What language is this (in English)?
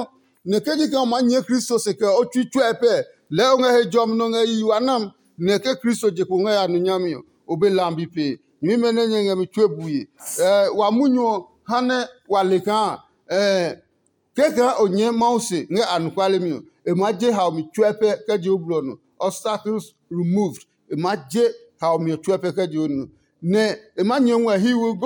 Adangme